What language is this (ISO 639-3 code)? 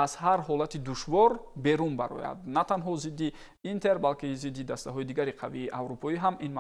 tgk